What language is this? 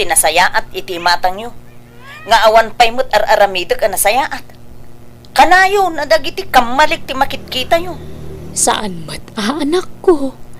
Iloko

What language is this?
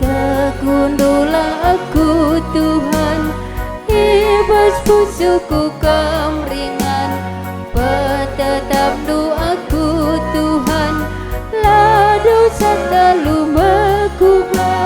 Batak Karo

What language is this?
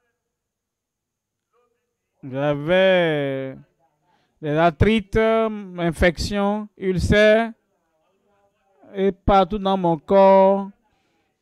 French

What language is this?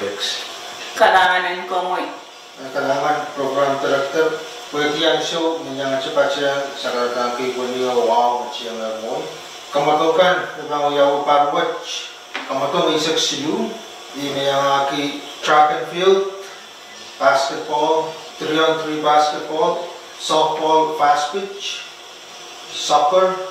Pohnpeian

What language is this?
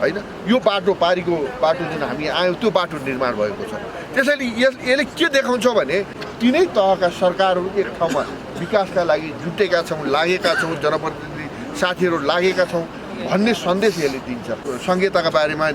Nepali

